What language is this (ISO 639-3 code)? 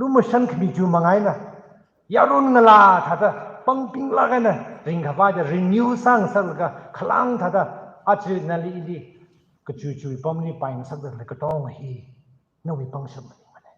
nmf